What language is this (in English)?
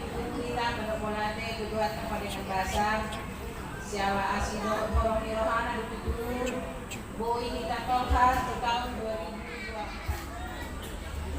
Batak Toba